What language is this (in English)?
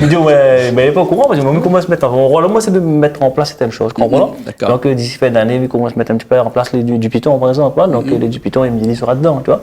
Réunion Creole French